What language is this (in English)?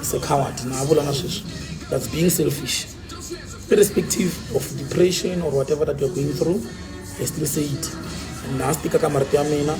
Tsonga